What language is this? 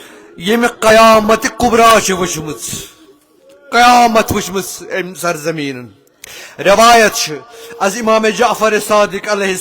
Kashmiri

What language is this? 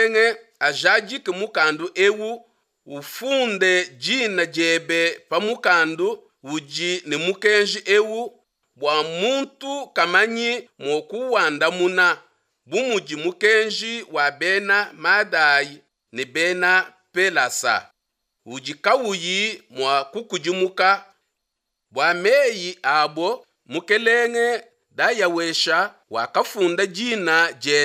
Luba-Lulua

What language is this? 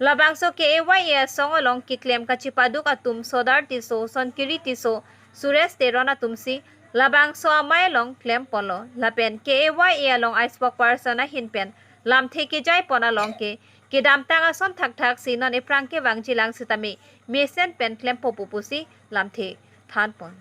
Karbi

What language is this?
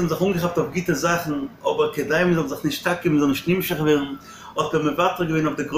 Yiddish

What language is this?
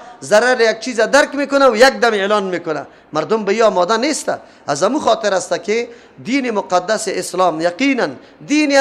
Persian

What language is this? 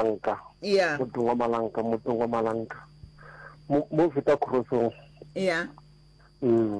Northern Sotho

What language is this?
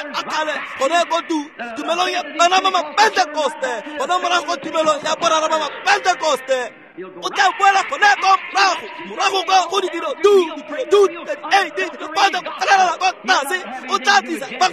Tswana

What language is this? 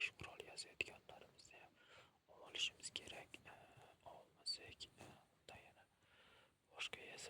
Uzbek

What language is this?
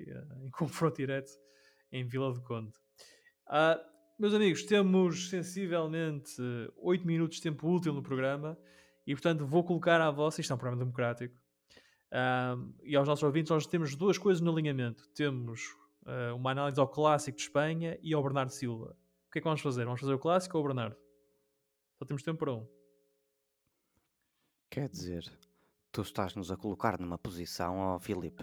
Portuguese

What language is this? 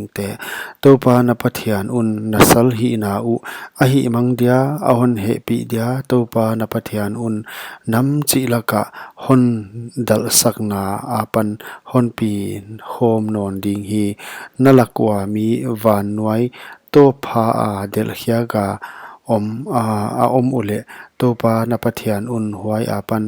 Paite Chin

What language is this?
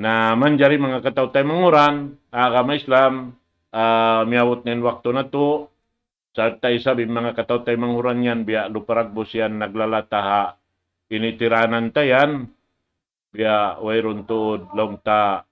Tausug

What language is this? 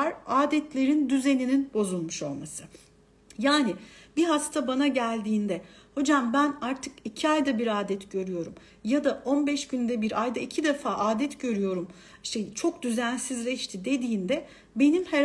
Turkish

